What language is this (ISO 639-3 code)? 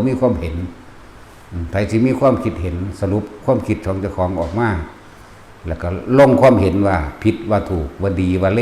lao